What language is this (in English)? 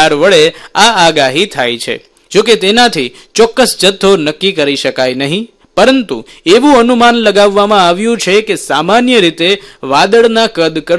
Gujarati